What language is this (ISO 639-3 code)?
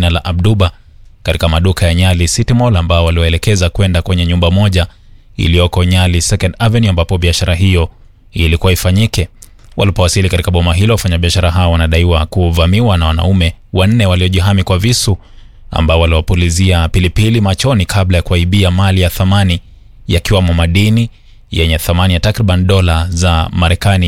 swa